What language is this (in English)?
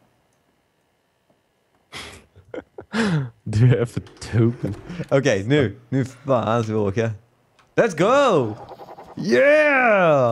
Swedish